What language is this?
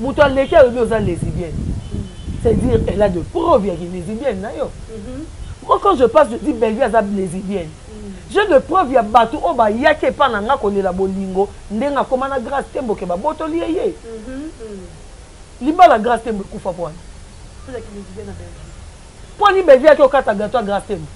Lingala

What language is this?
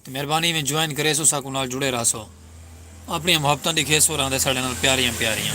Saraiki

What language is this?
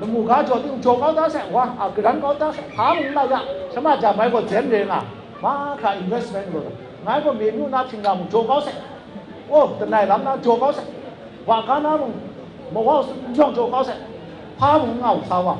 Kachin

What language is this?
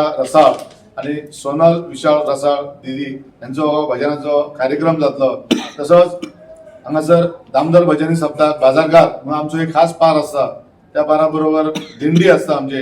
Konkani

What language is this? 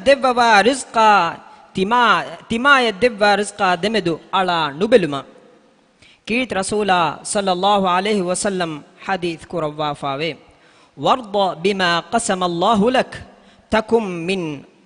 Divehi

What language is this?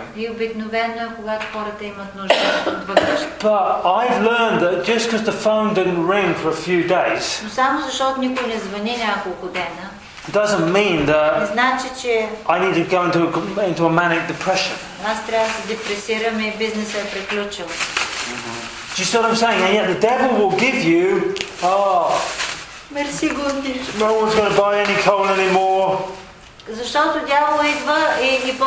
Bulgarian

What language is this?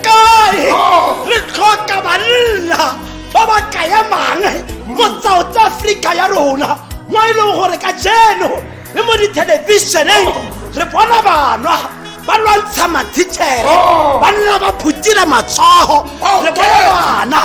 Tswana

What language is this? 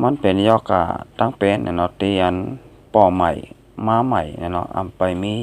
Shan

